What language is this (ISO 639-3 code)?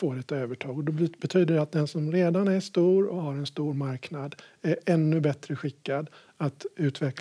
swe